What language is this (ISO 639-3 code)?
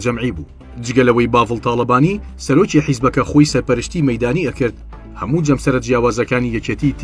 ckb